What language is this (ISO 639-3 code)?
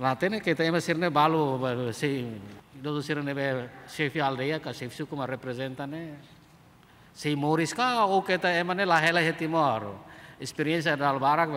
tet